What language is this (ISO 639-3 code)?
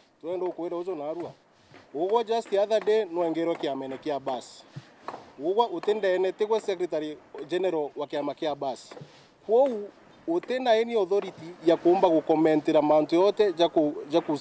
mer